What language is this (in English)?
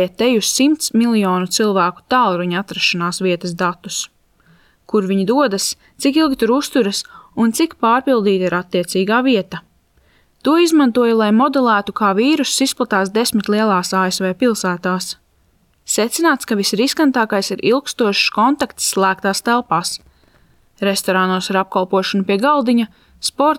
Latvian